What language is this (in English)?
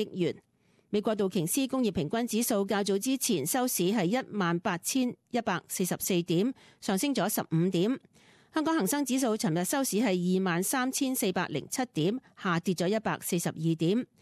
Cantonese